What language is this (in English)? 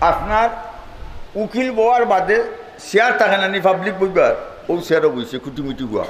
Sylheti